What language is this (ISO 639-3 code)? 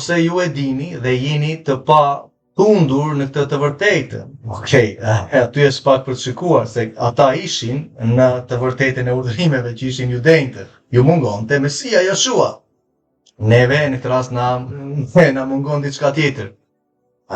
sqi